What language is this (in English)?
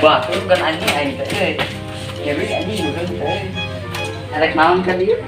Sundanese